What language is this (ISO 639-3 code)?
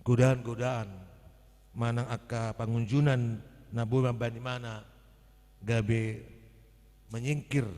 bbc